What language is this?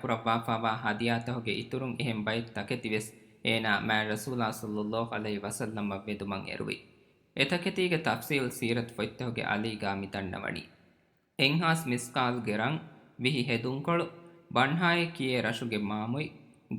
Divehi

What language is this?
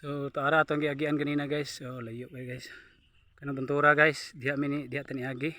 Cebuano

